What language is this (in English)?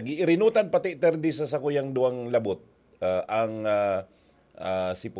Bikol